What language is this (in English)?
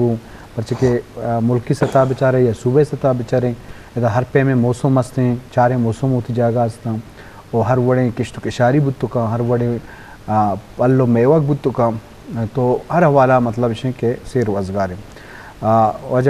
Eastern Balochi